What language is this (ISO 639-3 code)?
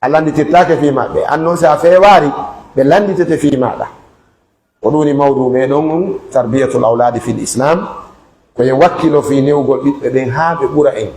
fuf